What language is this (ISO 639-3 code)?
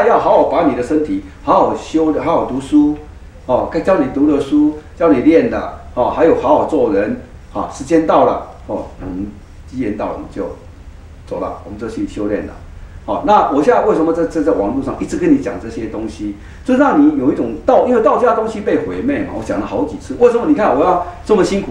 zho